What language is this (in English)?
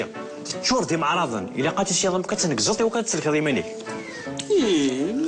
Kabyle